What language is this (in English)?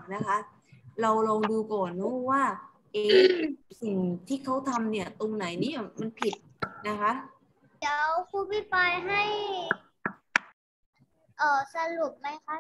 Thai